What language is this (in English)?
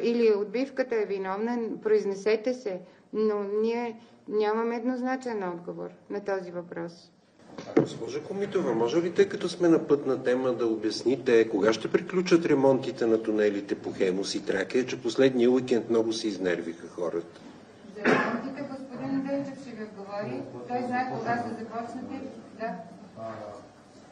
Bulgarian